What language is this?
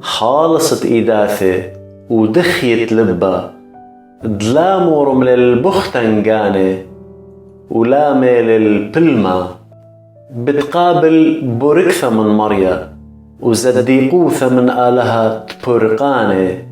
Assyrian Neo-Aramaic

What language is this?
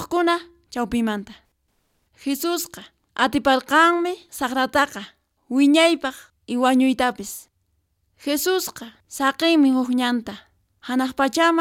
Quechua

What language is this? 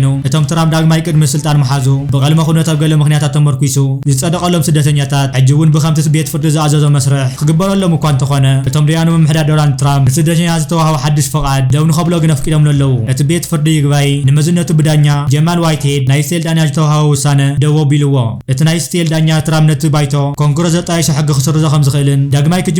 Tigrinya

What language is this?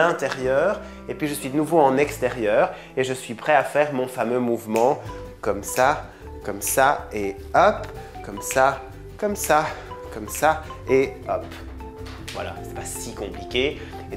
French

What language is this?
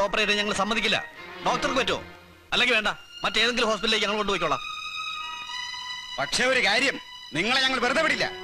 Malayalam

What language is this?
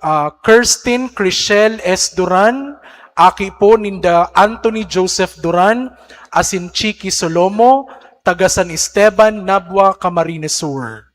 Bikol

